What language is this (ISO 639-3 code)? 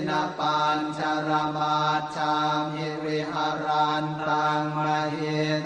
pli